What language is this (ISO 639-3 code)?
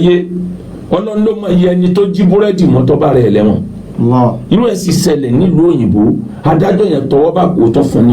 yor